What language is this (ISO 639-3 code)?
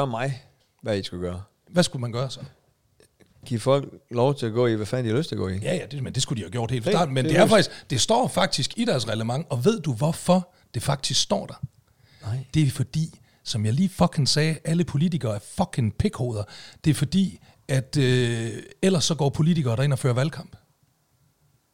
dan